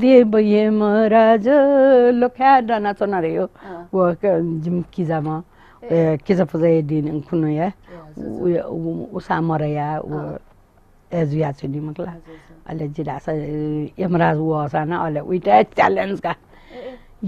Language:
Newari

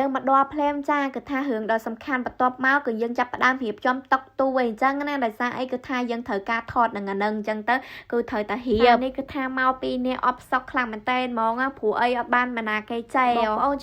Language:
Khmer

